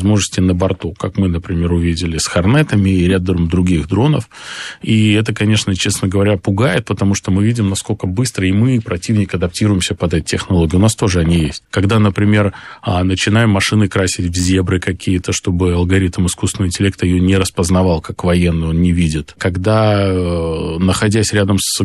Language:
Russian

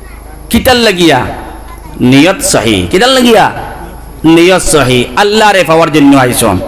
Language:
Sylheti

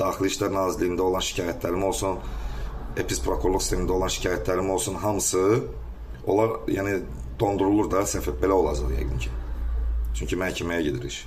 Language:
Azerbaijani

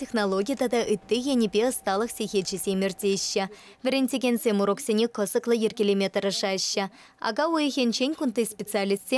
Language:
Chuvash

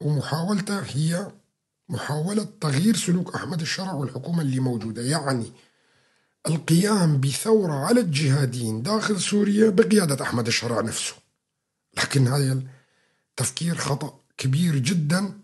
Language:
North Levantine Arabic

